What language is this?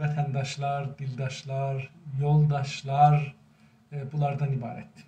South Azerbaijani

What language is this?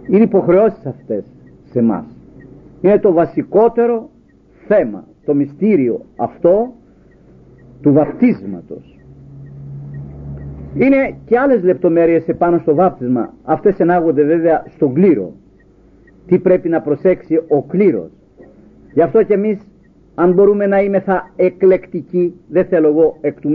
Greek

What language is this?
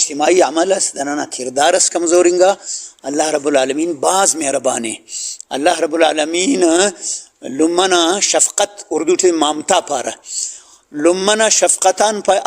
Brahui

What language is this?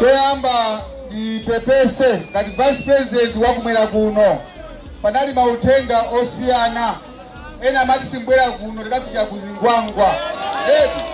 Nyanja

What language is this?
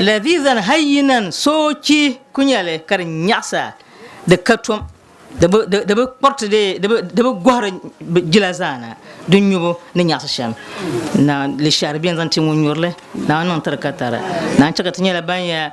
Dagbani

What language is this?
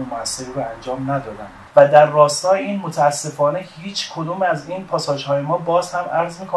Persian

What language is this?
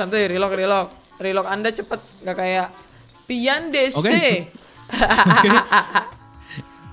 Indonesian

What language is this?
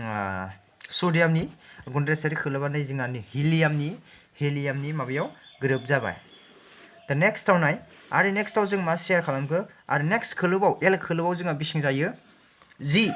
Bodo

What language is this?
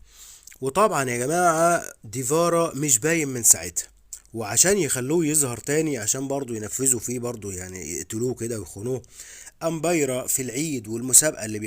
Egyptian Arabic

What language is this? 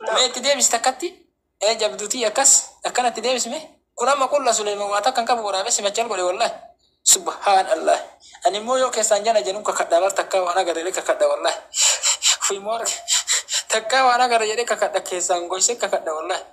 Oromo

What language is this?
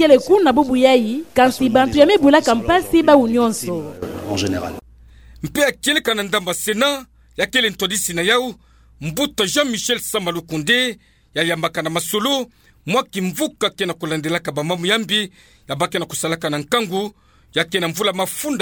Kituba (Democratic Republic of Congo)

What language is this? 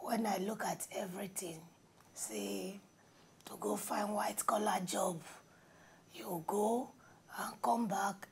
Nigerian Pidgin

